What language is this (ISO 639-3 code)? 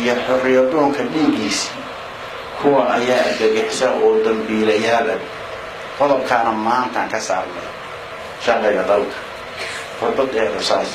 som